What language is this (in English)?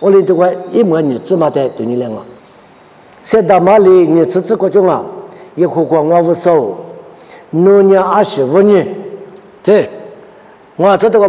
Lisu